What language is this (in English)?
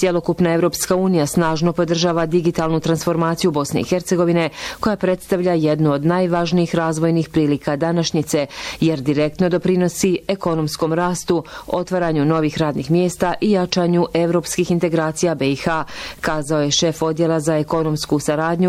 Bosnian